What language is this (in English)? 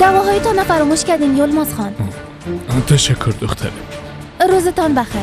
Persian